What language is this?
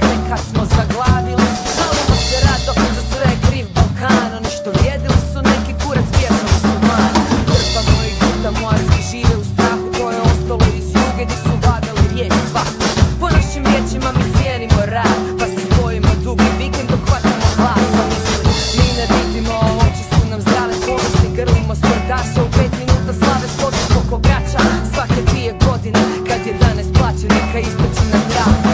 Croatian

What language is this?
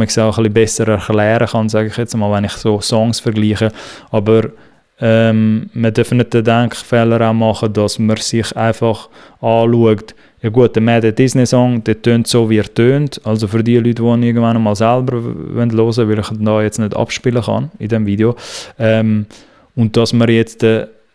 Swiss German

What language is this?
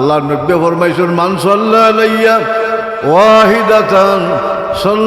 Sylheti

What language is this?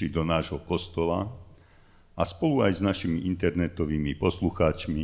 Slovak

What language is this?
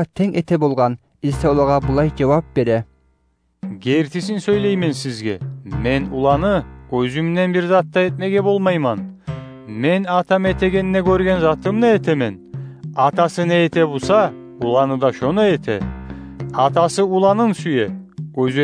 Kumyk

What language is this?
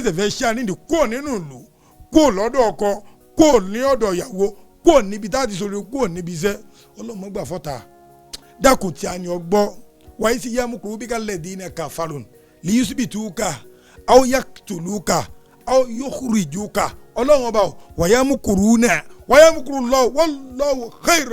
Yoruba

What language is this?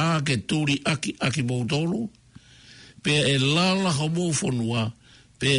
Tongan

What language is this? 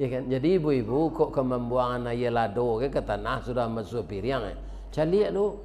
Minangkabau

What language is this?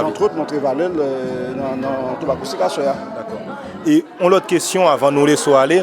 Haitian Creole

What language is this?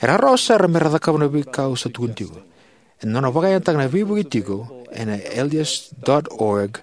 Fijian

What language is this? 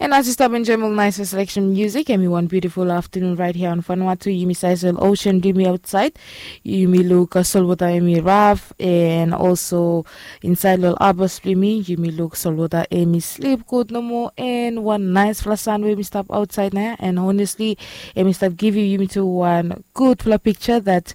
Bislama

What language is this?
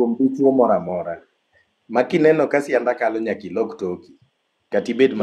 Luo (Kenya and Tanzania)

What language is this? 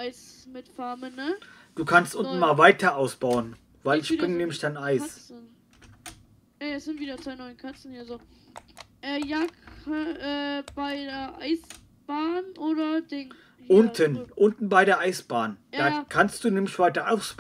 German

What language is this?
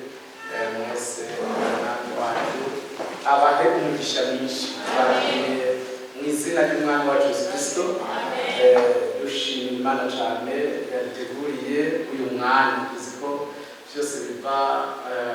Rundi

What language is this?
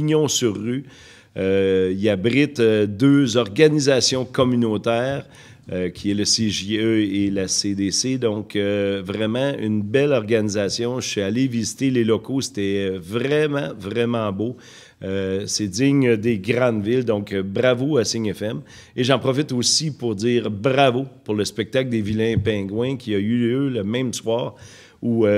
French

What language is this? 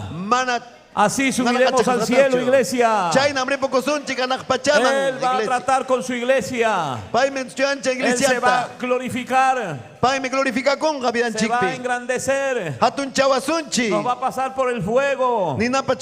Ayacucho Quechua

